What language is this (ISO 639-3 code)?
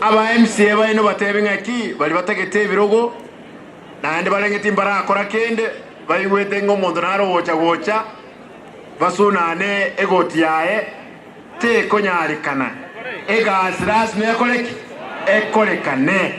guz